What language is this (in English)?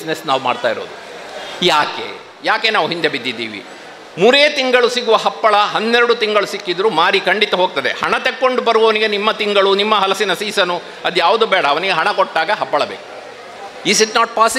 Kannada